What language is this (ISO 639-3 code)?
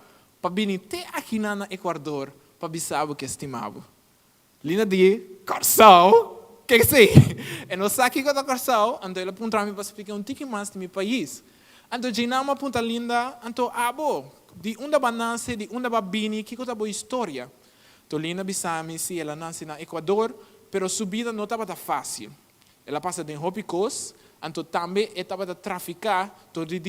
pap